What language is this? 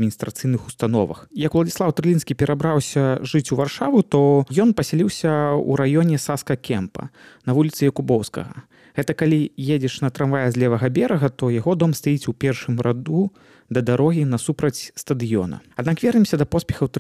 Belarusian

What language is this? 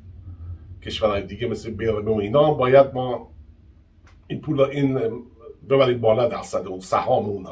Persian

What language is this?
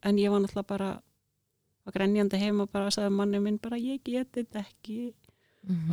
Icelandic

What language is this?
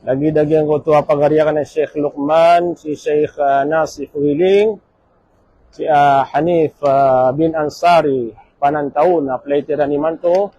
Maranao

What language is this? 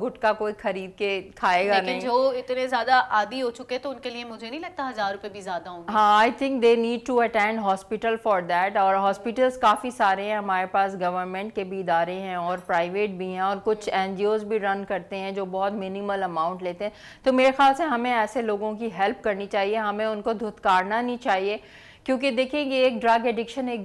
Urdu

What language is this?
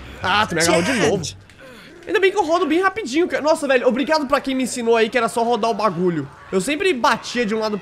Portuguese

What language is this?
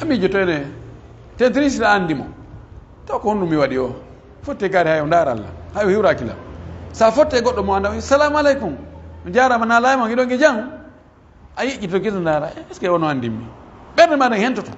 Pular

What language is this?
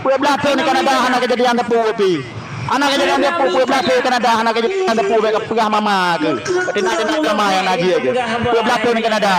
Achinese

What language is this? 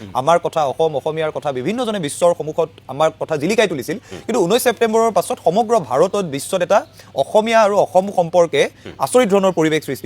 Assamese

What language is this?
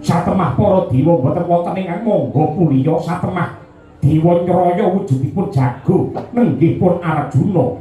Javanese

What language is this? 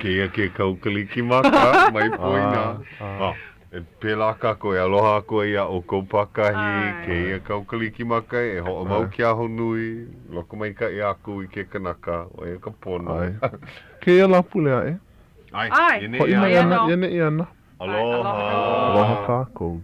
Hawaiian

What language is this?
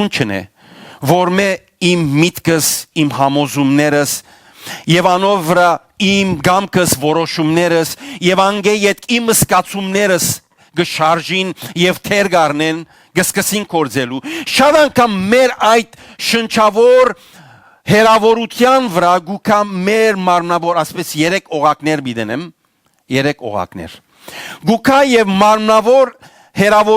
Western Armenian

